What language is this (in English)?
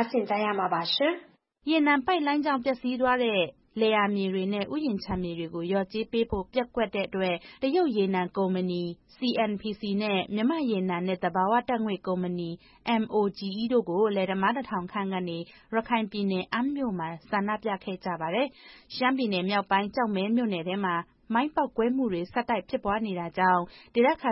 Burmese